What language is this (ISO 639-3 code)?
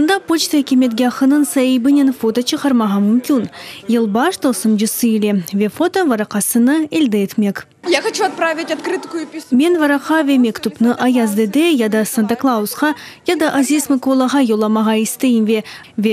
crh